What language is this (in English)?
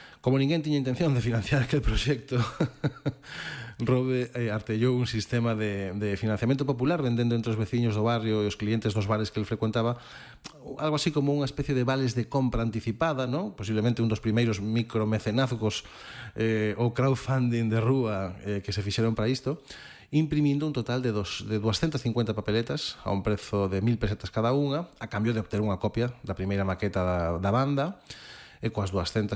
Galician